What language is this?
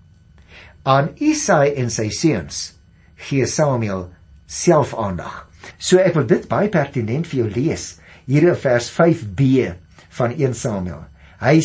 Afrikaans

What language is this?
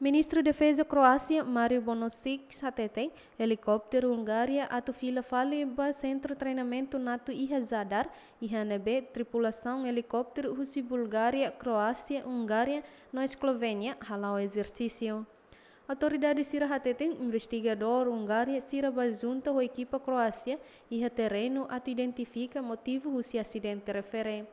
Tetum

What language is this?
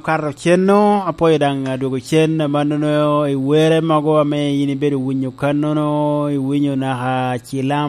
Lango (Uganda)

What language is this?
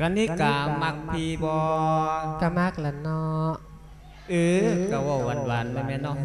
Lao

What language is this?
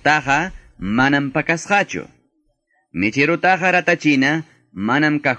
Quechua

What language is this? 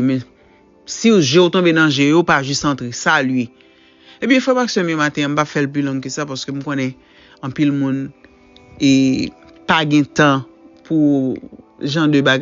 Haitian Creole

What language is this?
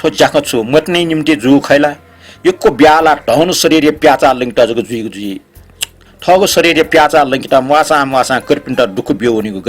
Newari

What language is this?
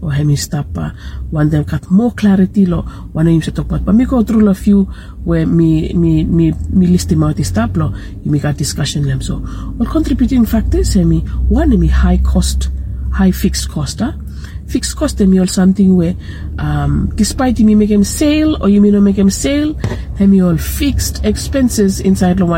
Bislama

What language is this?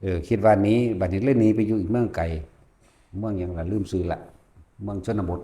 Lao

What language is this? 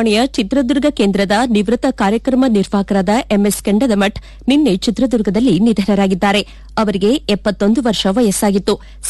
Kannada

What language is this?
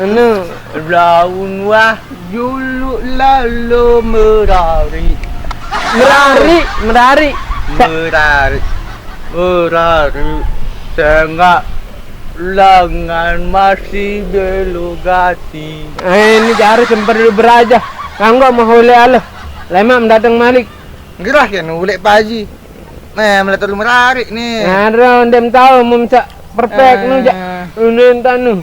Sasak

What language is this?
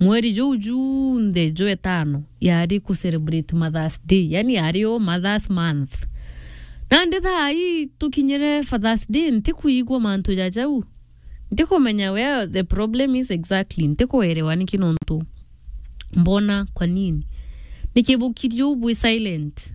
Meru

